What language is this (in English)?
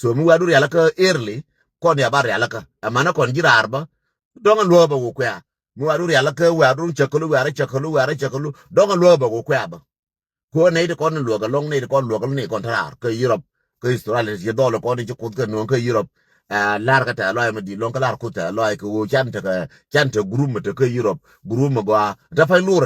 Nuer